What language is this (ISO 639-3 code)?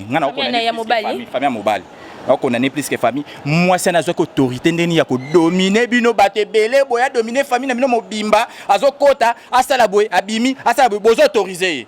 lin